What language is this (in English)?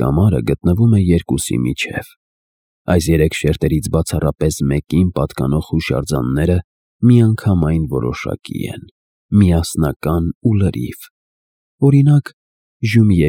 Armenian